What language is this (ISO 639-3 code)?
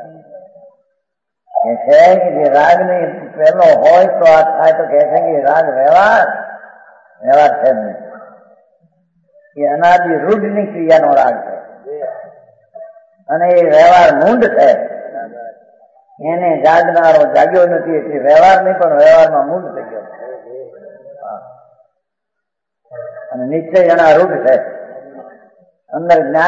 guj